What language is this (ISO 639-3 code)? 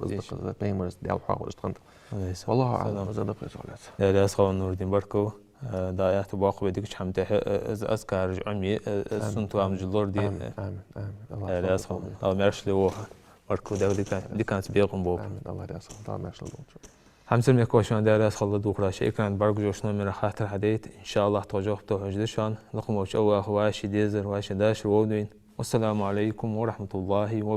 inh